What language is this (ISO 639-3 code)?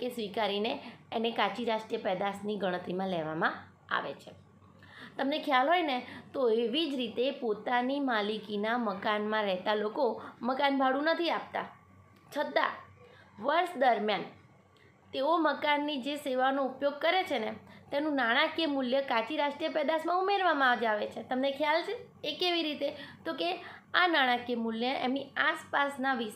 guj